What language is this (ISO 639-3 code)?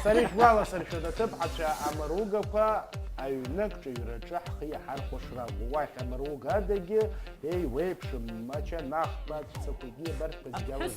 abk